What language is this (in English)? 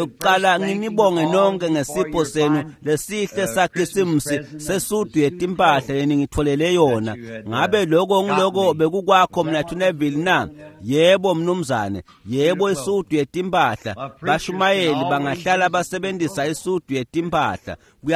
Swati